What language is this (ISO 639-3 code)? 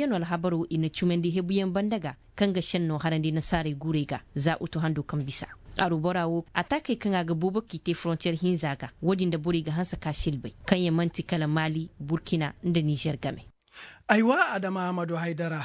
ses